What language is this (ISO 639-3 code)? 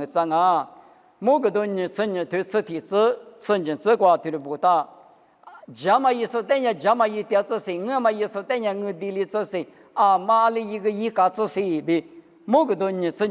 lis